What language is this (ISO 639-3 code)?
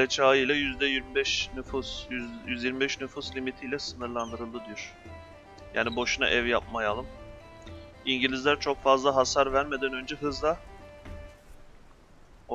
tur